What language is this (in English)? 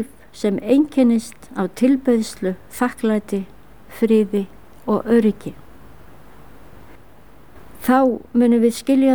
Icelandic